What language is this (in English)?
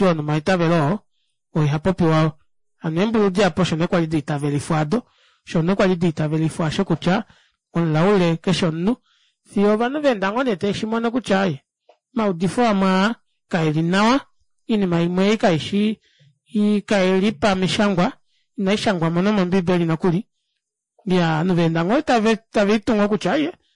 Kuanyama